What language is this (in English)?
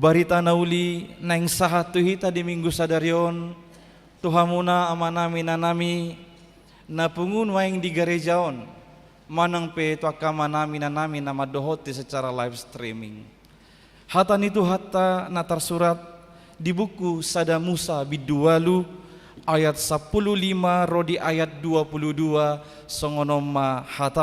Batak Toba